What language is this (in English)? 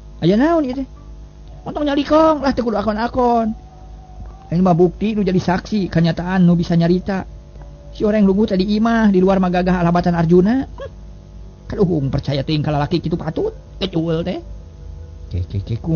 Sundanese